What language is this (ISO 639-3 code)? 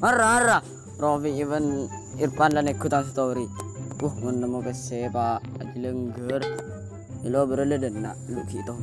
mad